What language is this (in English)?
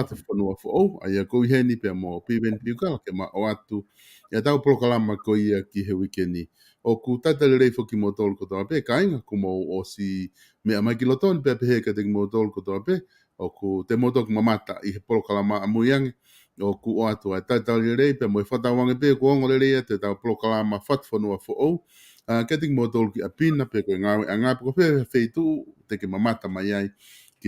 Tongan